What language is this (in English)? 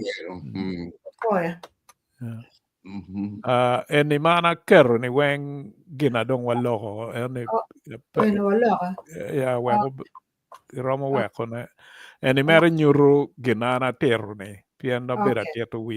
Acoli